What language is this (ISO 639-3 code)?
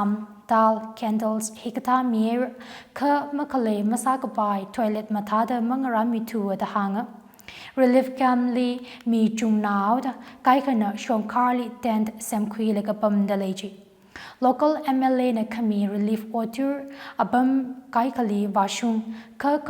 nmf